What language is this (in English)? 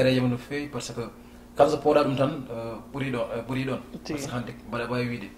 Fula